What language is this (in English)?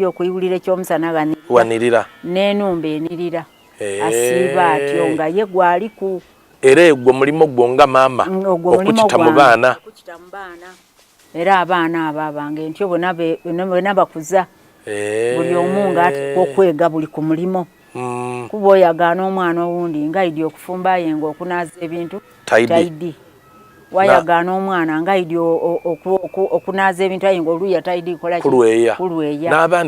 Soga